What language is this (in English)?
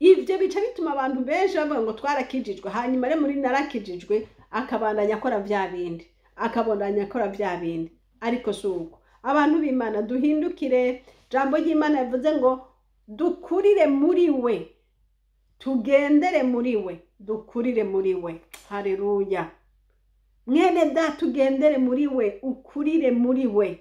Rundi